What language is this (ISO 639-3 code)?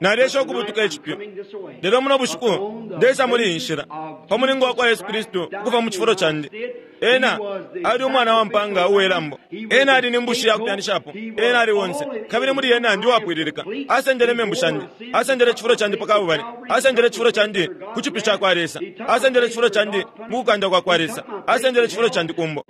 bem